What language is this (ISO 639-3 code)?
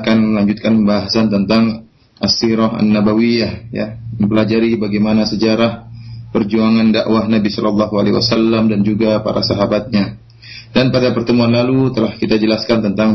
ind